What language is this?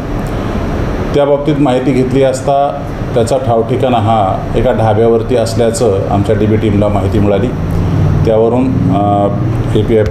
Marathi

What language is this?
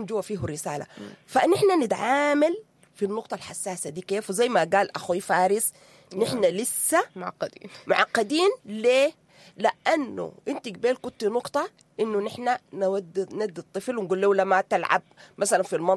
Sudanese Arabic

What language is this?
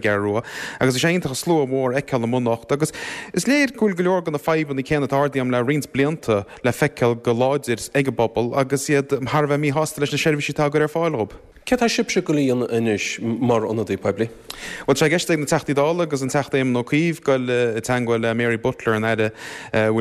Irish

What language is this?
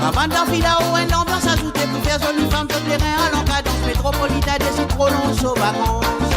Morisyen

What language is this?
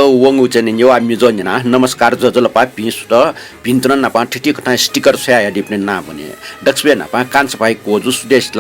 Newari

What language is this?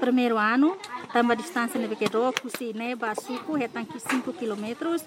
Tetum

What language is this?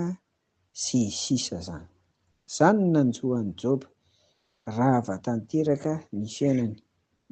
Malagasy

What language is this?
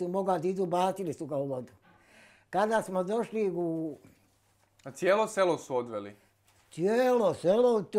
Bosnian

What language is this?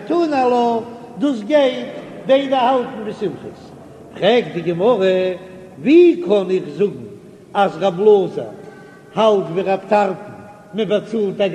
Yiddish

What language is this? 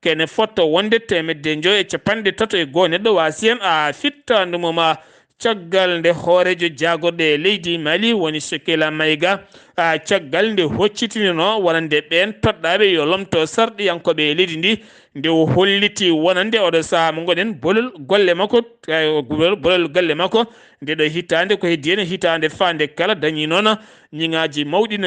Fula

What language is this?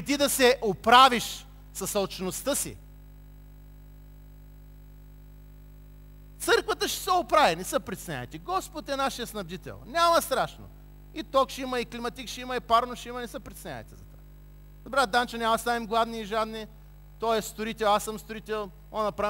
Bulgarian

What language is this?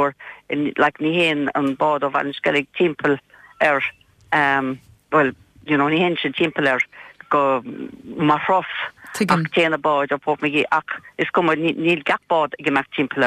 Irish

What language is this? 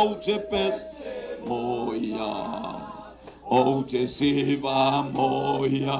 Samoan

